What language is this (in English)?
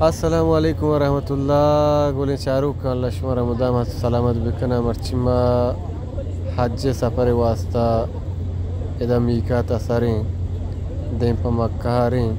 Baluchi